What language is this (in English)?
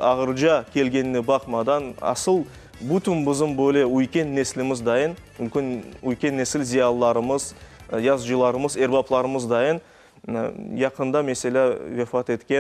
Crimean Tatar